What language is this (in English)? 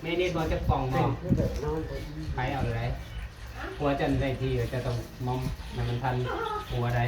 Northeastern Thai